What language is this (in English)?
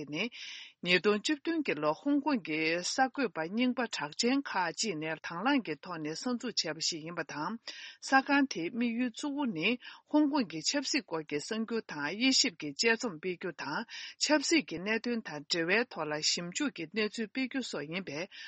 Tibetan